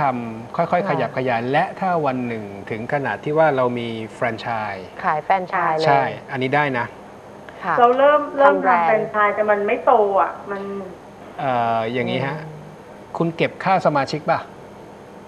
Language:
Thai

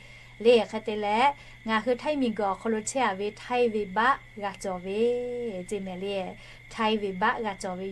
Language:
Lahu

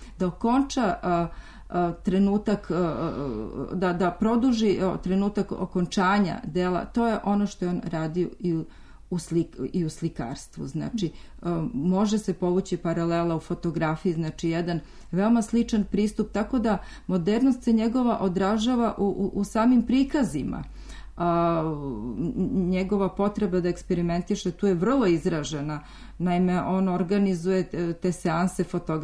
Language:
Serbian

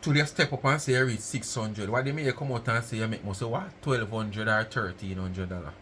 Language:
Jamaican Creole English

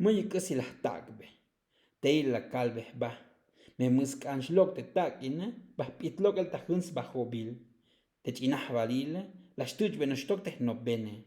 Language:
Tzotzil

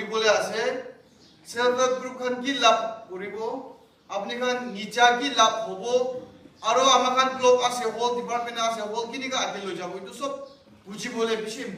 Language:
Naga Pidgin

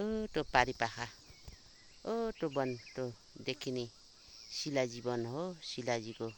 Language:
Nepali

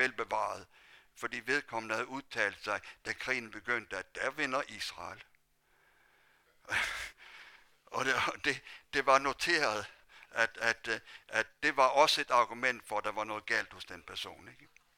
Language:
Danish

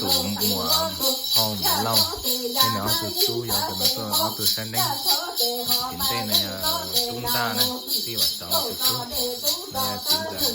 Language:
Hmong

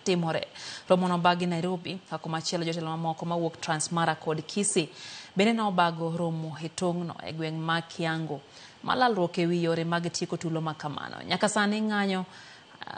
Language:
Luo (Kenya and Tanzania)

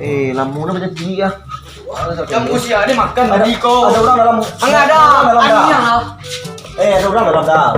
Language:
Minangkabau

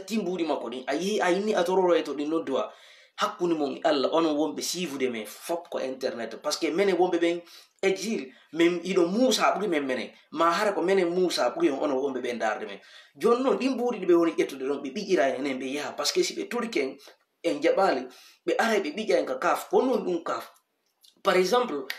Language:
Fula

